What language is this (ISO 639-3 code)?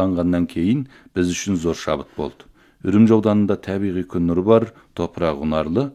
kaz